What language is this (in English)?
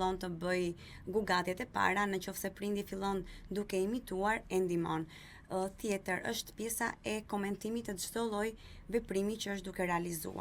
Albanian